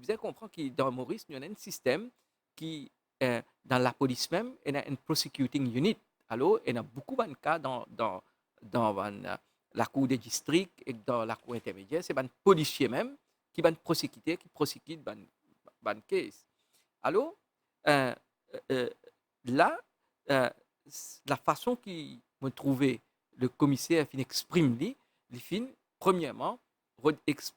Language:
Morisyen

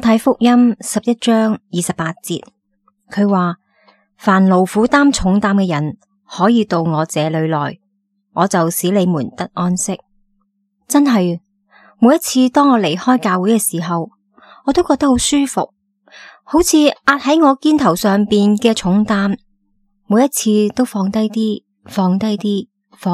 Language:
Cantonese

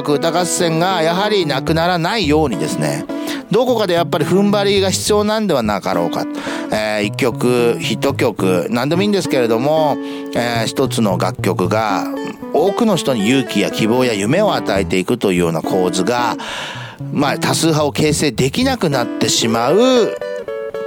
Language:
Japanese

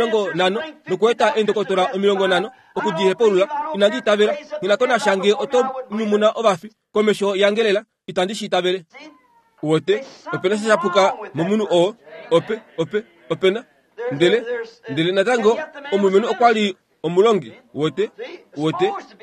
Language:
Kuanyama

